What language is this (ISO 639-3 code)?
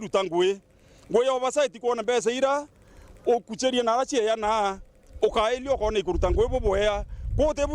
mer